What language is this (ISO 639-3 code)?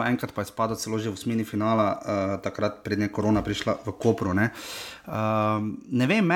slv